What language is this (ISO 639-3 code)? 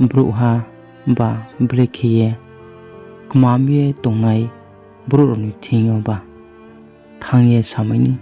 ria